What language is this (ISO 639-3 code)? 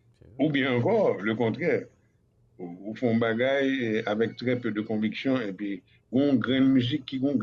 hat